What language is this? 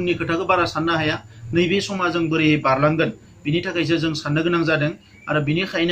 Bodo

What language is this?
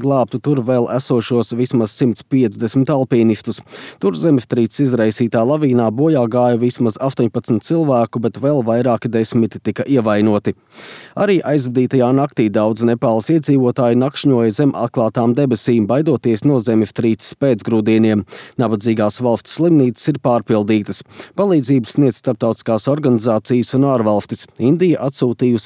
Latvian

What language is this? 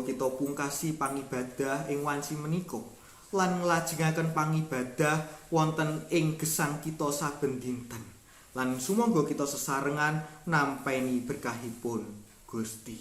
Javanese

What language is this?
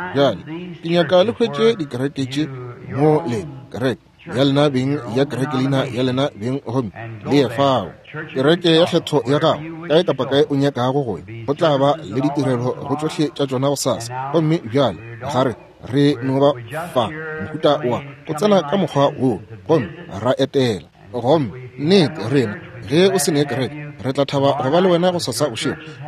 Northern Sotho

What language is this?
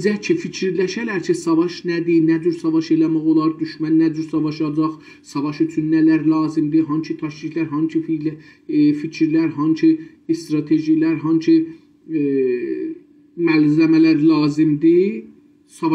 South Azerbaijani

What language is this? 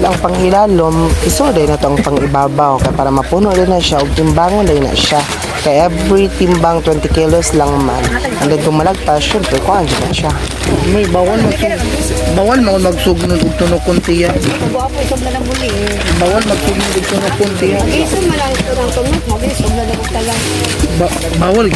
Cebuano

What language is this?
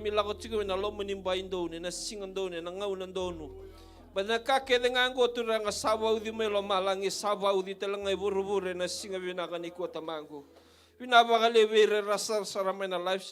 Fijian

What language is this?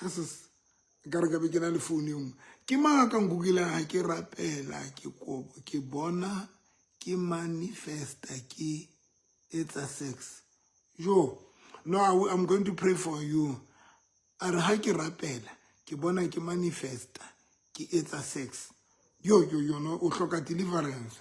Southern Sotho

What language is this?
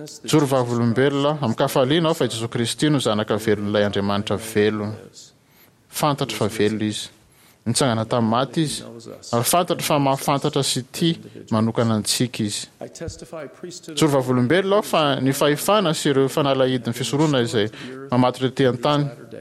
Malagasy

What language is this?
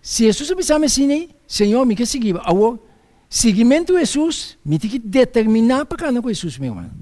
Papiamento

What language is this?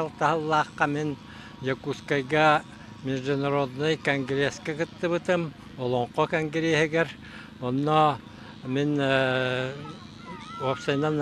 Yakut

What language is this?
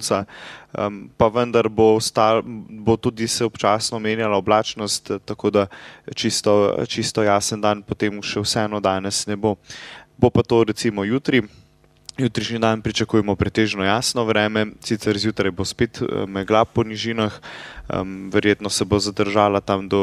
Slovenian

